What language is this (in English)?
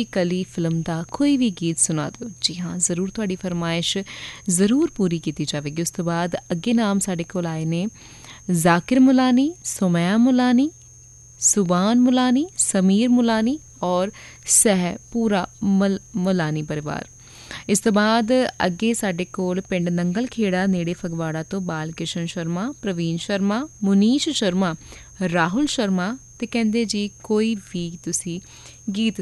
Punjabi